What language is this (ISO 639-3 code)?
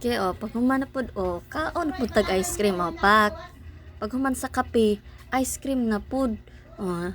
ceb